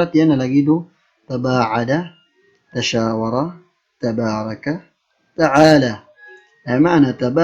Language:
Maranao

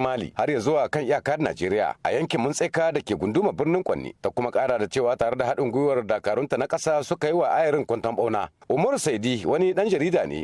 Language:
Hausa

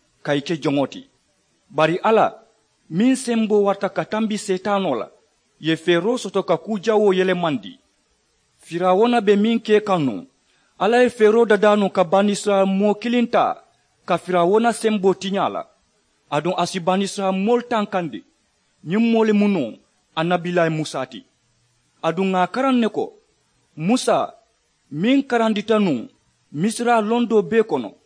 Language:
Mandingo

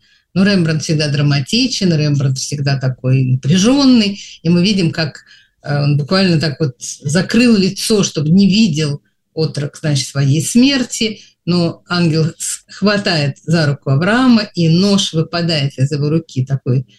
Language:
Russian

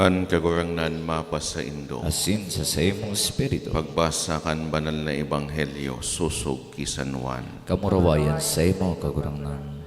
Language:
Bikol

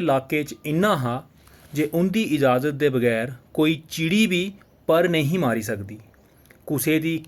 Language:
Dogri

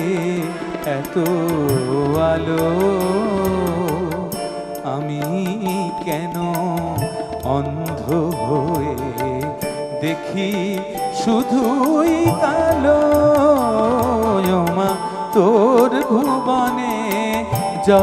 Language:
Bangla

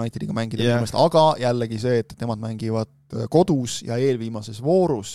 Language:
Estonian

